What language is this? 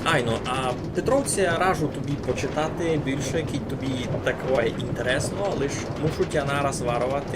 Rusyn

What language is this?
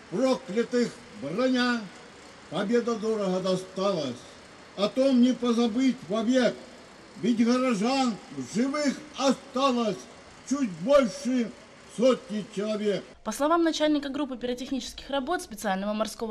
Russian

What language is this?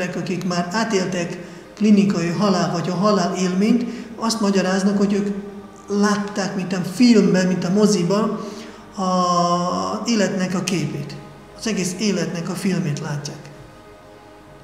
Hungarian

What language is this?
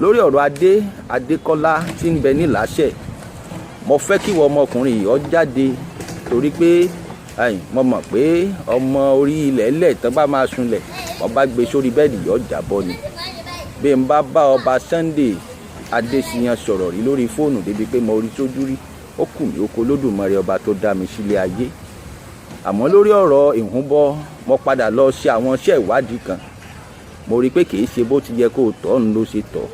Yoruba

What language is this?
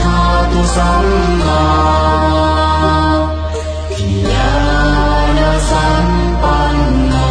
Pali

